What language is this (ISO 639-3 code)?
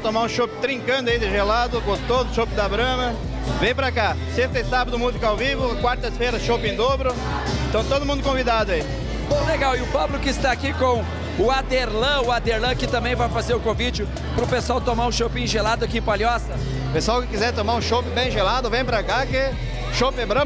por